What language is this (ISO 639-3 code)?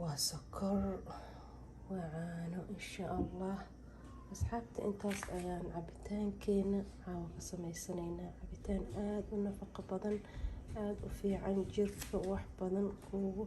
som